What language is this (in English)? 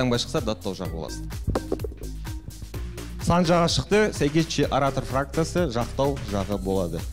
Kazakh